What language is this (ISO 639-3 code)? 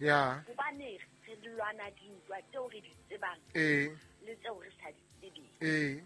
sot